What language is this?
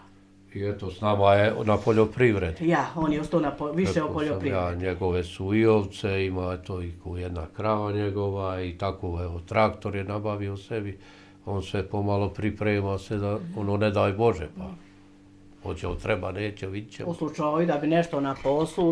Bosnian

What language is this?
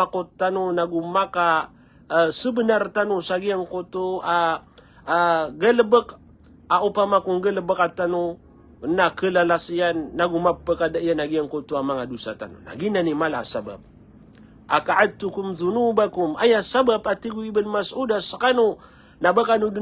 Maranao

